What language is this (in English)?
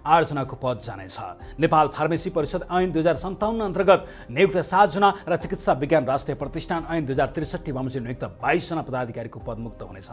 Nepali